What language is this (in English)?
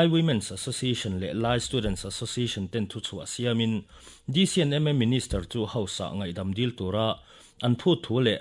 Mizo